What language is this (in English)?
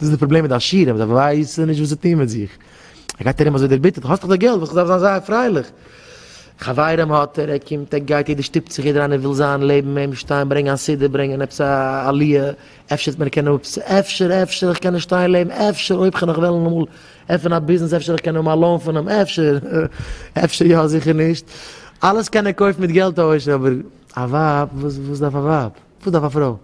Yiddish